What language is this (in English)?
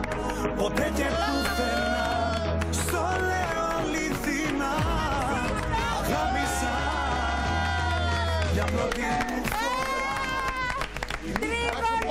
Greek